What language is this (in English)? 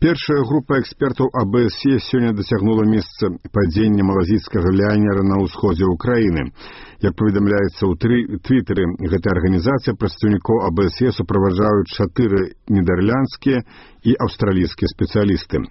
Belarusian